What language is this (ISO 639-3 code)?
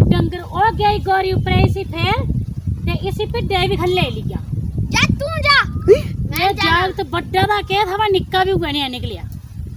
doi